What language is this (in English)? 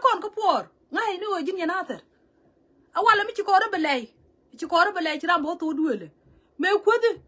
Nuer